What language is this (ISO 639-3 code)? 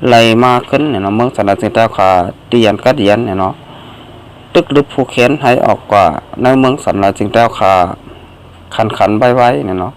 shn